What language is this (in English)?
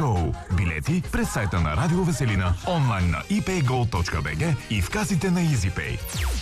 Bulgarian